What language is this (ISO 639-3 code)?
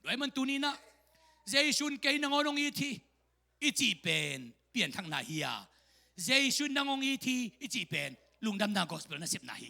ctd